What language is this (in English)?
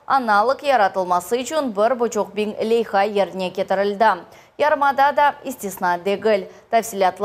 Crimean Tatar